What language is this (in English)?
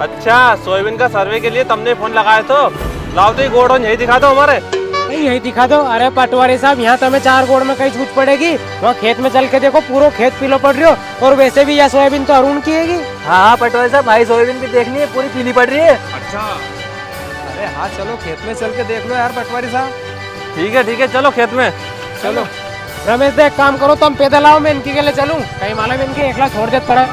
Rajasthani